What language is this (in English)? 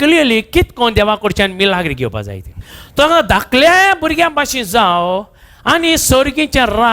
Konkani